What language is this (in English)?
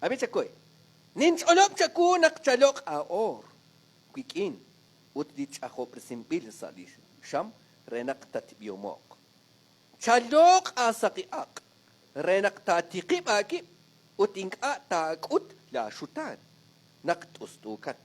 Kekchí